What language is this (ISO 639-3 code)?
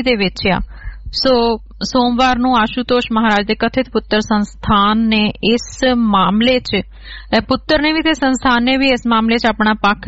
pan